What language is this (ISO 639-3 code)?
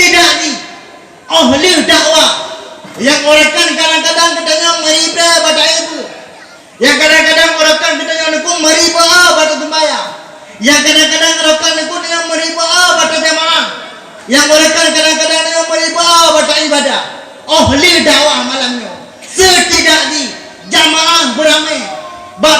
ace